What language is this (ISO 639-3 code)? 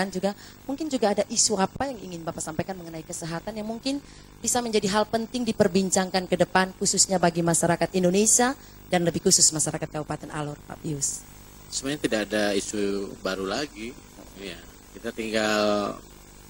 ind